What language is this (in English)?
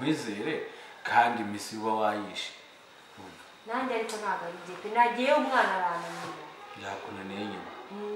Kinyarwanda